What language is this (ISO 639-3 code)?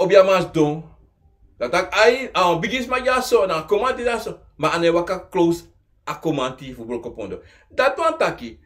srn